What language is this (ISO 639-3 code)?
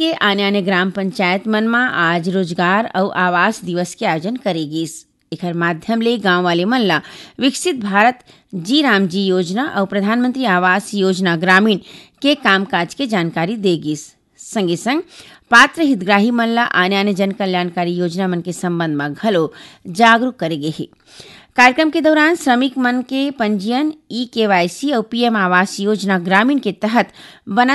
hne